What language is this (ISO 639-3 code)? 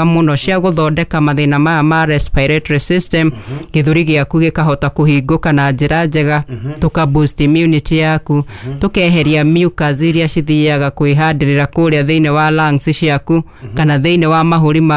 kik